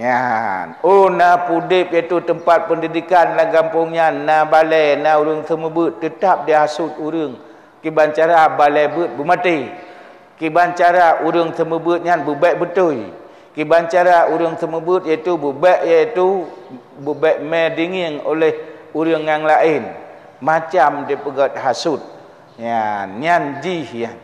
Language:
Achinese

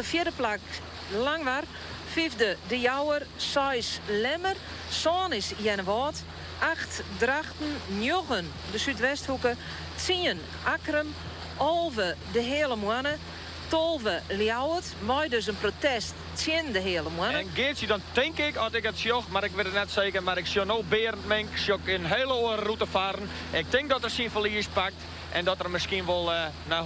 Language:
Western Frisian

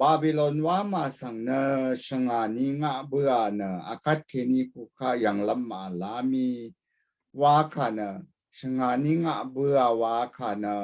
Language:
Rawang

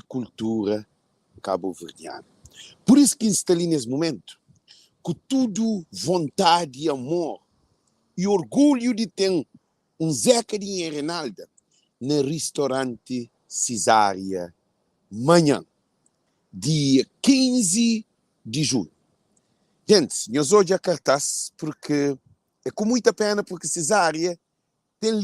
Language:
Kabuverdianu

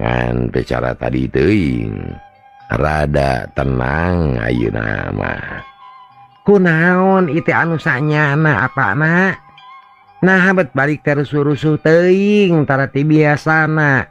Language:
Sundanese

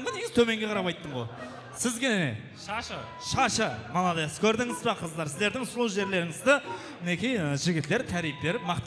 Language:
Kara-Kalpak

